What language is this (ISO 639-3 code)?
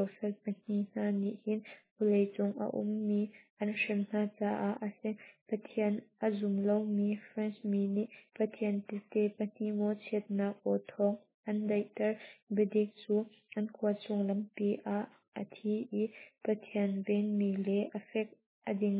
cnh